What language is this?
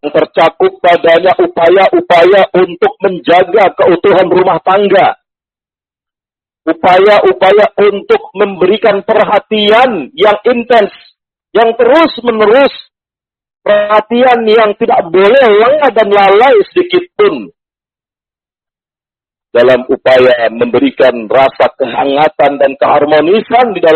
Indonesian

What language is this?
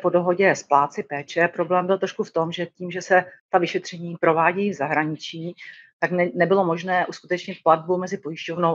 Czech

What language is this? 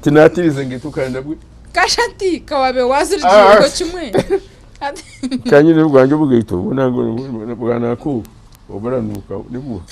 Nyankole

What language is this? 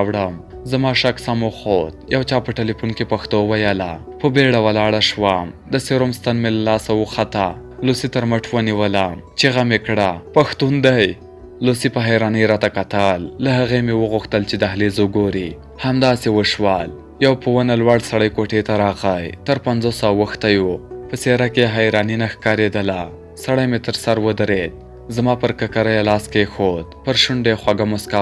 Pashto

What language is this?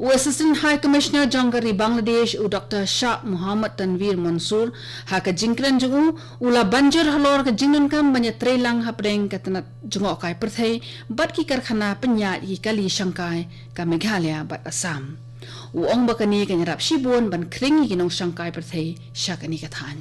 Khasi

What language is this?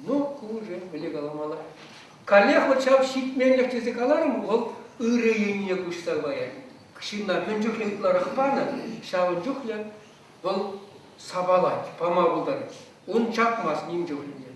Chuvash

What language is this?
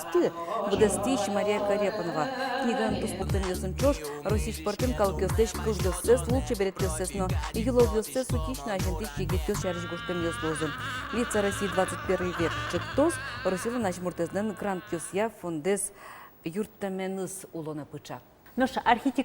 Udmurt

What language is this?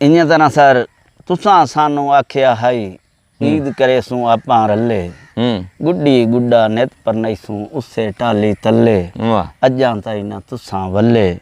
Saraiki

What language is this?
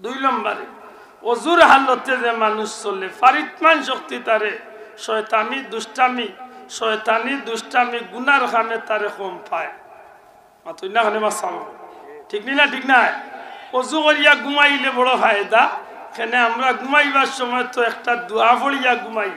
Sylheti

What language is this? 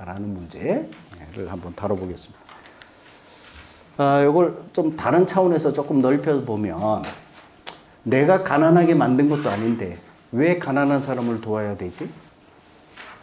Korean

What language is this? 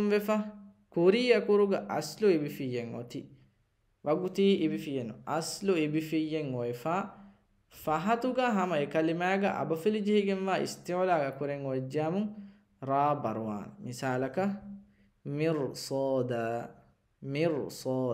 Divehi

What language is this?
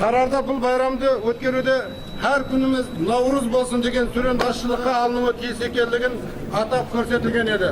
Kara-Kalpak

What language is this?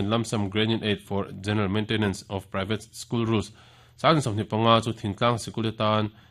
Mizo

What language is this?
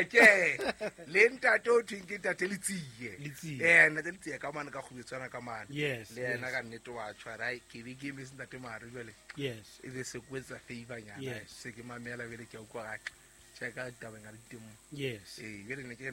Southern Sotho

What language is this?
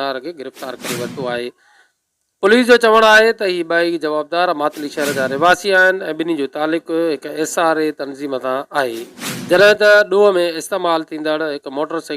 Sindhi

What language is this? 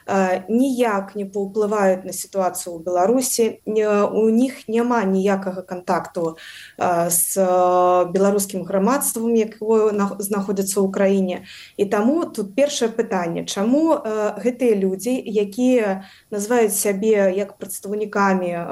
Belarusian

